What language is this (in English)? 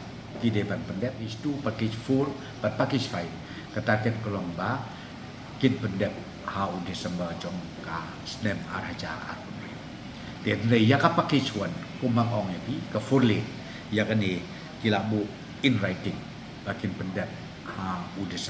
Khasi